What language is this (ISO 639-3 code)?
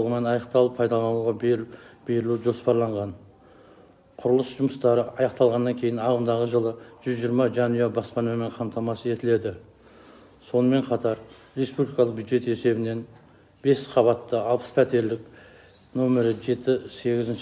kaz